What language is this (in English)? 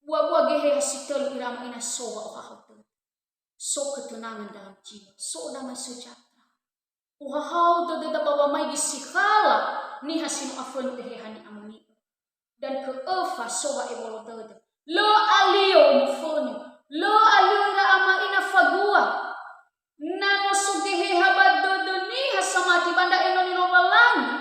Nias